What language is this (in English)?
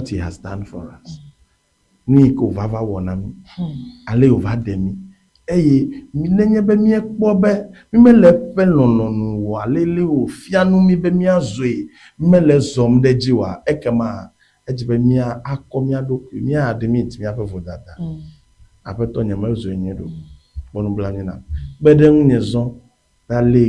Ewe